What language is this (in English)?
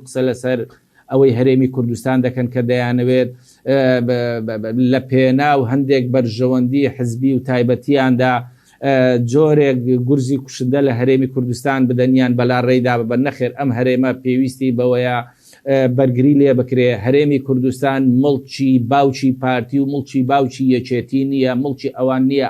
Central Kurdish